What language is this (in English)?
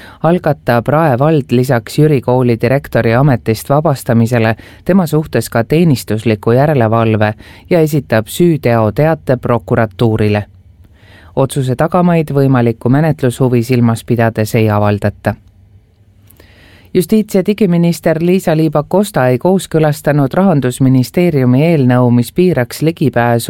Estonian